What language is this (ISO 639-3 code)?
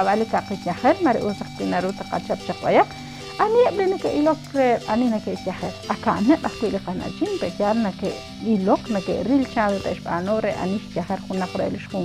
kek